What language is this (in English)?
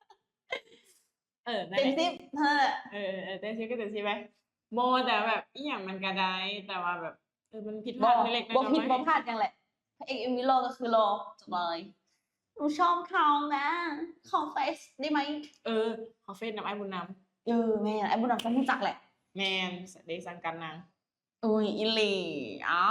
Lao